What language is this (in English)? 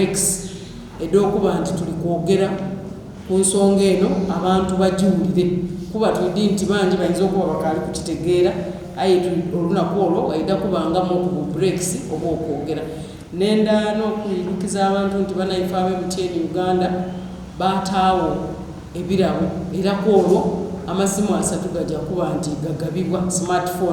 Soga